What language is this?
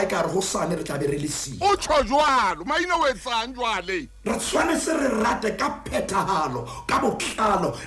Southern Sotho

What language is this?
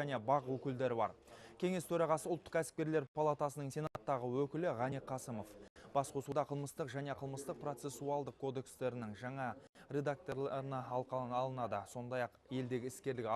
Kazakh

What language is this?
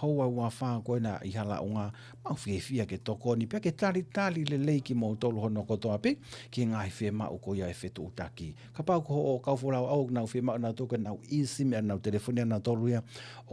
Tongan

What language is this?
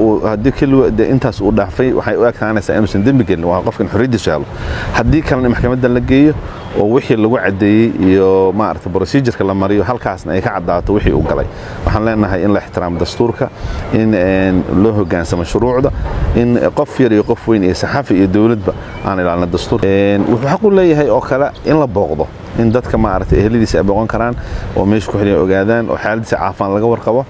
Somali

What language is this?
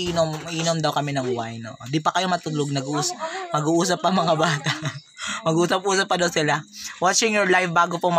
Filipino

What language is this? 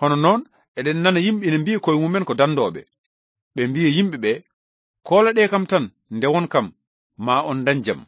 Fula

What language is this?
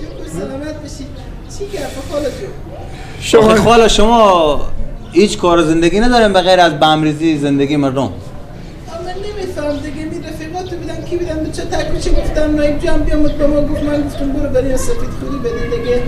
Persian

